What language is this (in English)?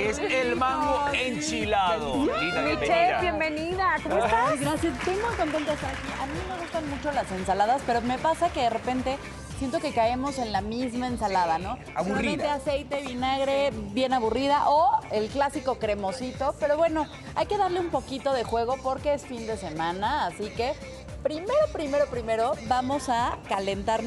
Spanish